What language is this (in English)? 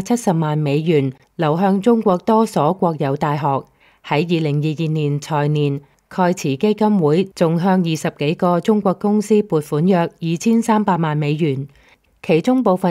Cantonese